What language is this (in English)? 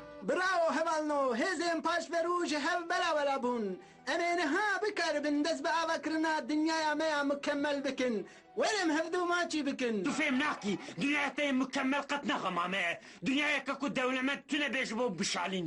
Kurdish